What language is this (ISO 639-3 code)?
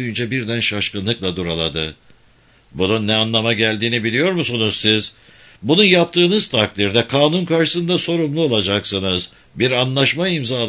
tur